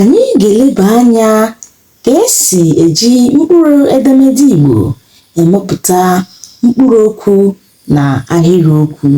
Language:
Igbo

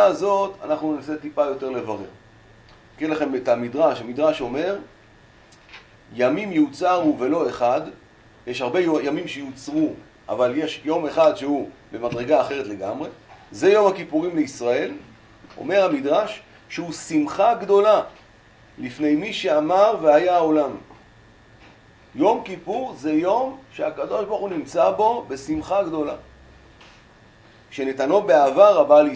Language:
Hebrew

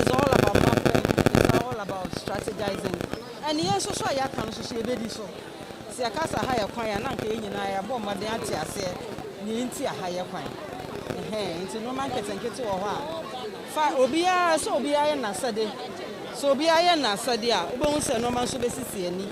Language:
Akan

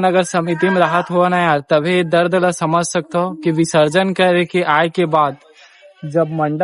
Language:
Chhattisgarhi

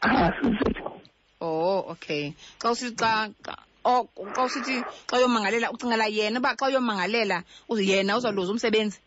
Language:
Xhosa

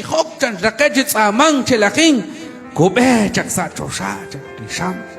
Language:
Kekchí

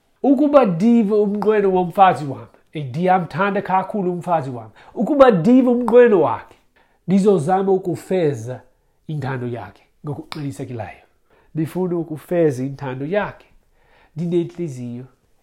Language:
Xhosa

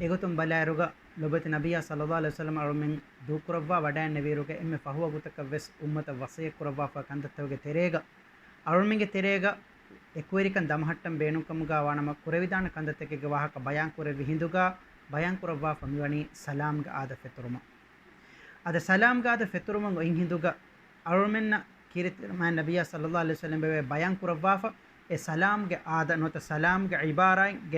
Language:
Divehi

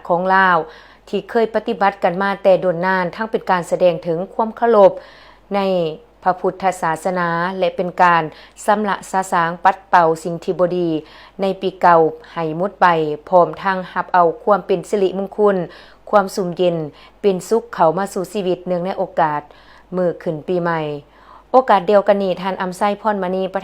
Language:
Lao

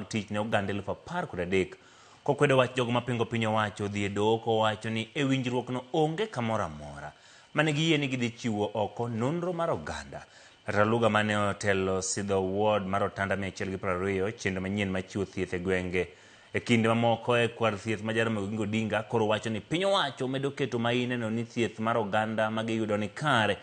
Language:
Luo (Kenya and Tanzania)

